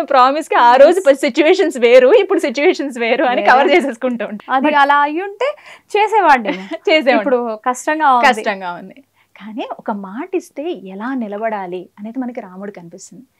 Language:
Telugu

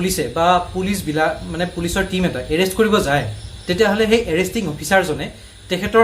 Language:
Assamese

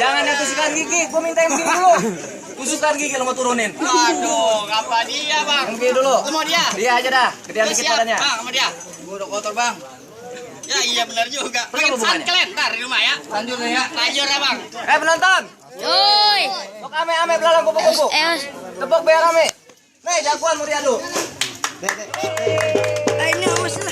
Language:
Betawi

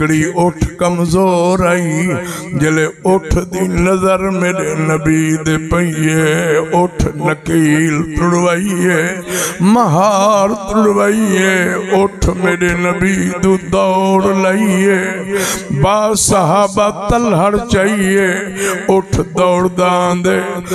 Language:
Saraiki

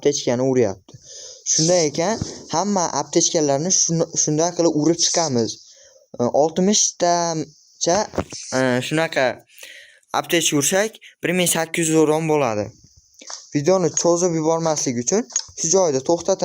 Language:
Uzbek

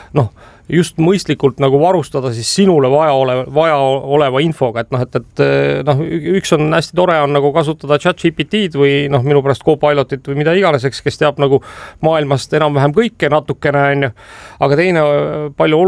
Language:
Estonian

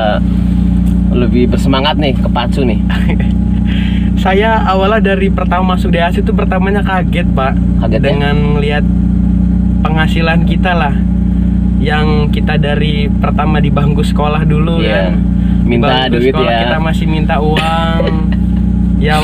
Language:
Indonesian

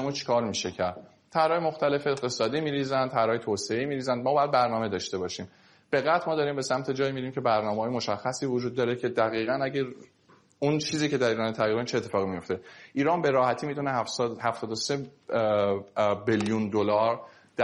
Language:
Persian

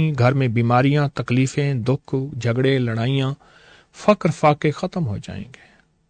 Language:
Urdu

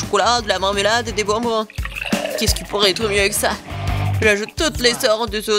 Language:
French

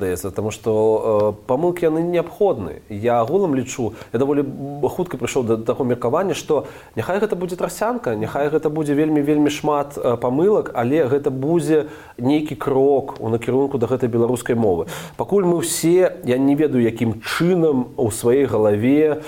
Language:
Belarusian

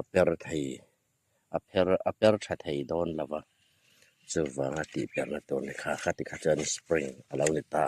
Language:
Hmar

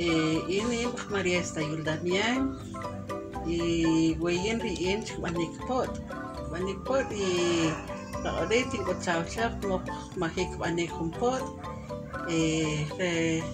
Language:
Uspanteco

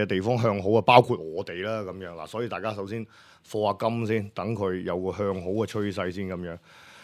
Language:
Cantonese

